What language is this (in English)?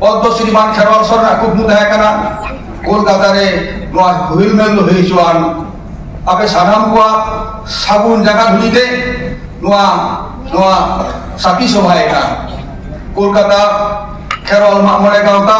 Santali